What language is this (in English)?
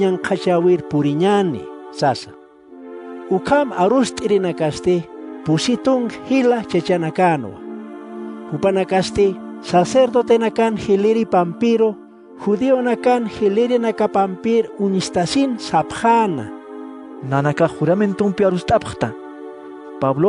Aymara